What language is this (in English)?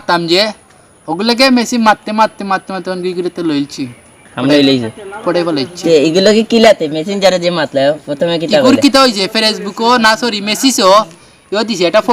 Sylheti